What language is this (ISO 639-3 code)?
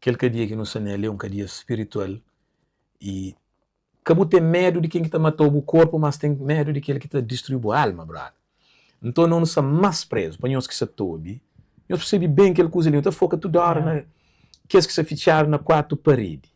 kea